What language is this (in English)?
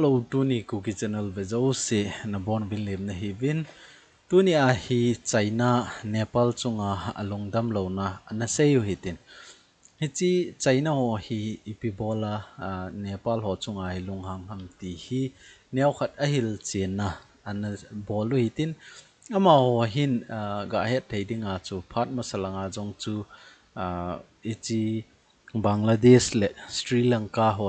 Thado Chin